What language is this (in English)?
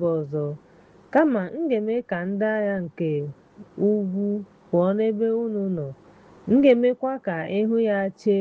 Igbo